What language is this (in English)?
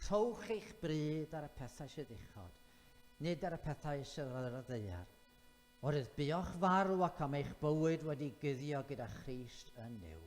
Welsh